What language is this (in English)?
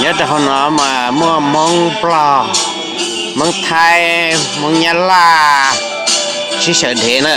Hmong